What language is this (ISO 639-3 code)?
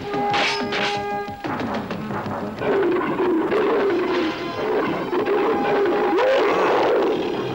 uig